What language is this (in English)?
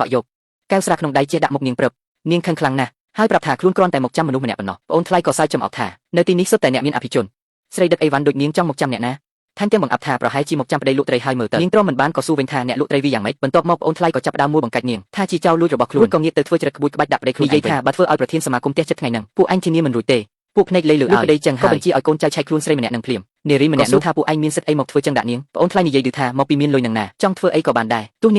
Khmer